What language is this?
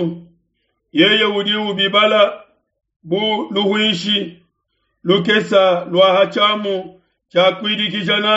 Luba-Lulua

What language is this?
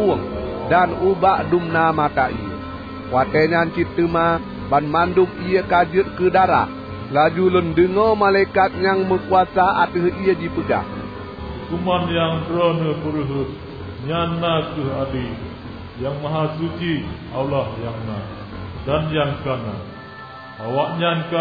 Achinese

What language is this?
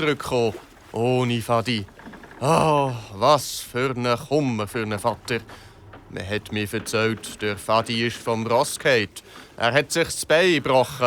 Swiss German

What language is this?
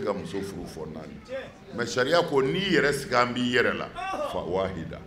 Bambara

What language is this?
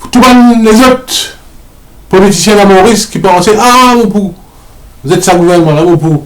Morisyen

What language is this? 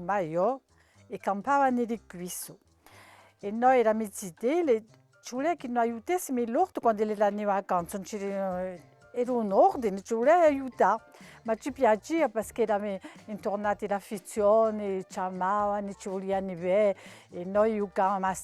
Corsican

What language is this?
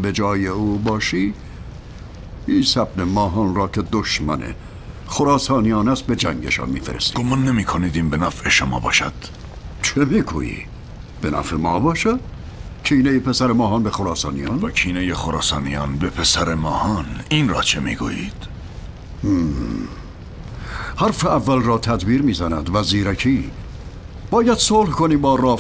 Persian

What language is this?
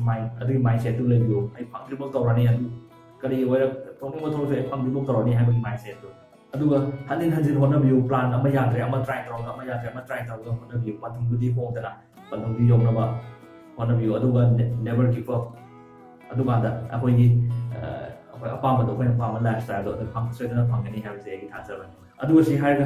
Manipuri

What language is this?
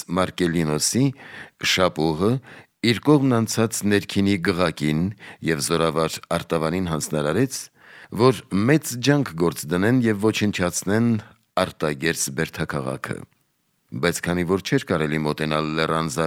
Armenian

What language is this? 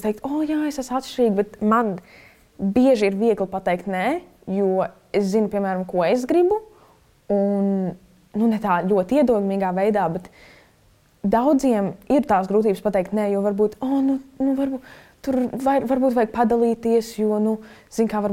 Latvian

